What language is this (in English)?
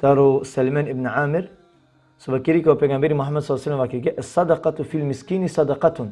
Balkan Romani